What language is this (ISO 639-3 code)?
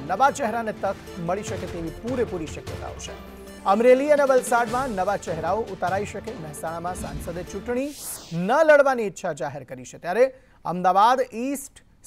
guj